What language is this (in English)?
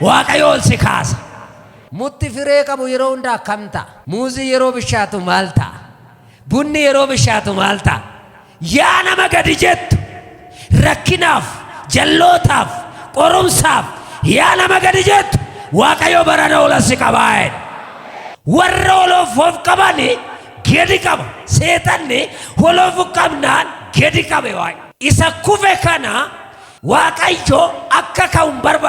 Oromo